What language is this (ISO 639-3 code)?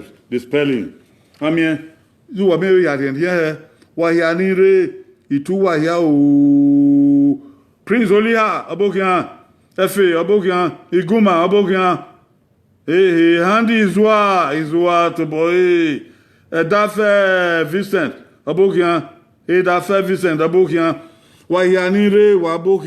bin